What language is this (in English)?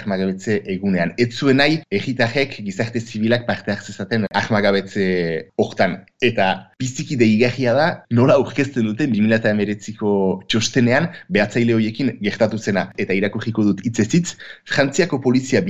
Basque